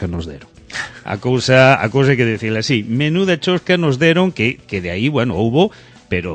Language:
Galician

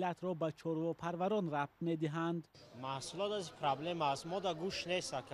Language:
Tajik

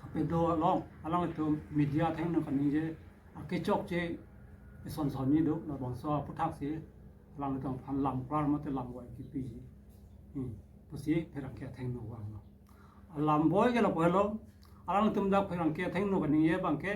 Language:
Karbi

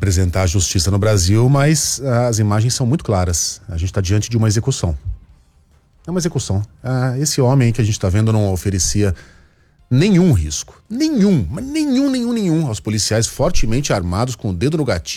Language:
Portuguese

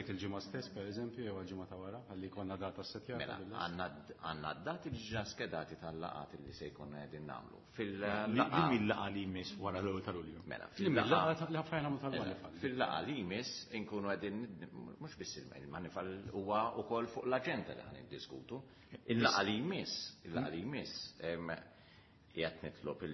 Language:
Maltese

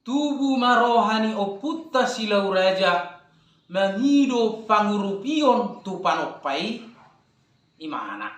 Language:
Batak Toba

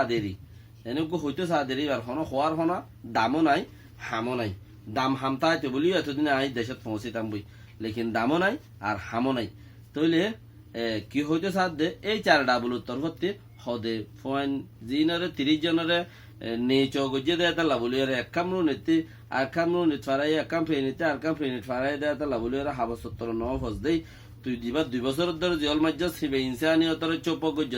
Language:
Rohingya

